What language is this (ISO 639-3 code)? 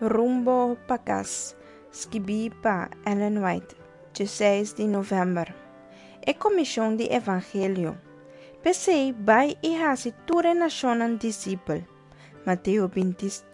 pap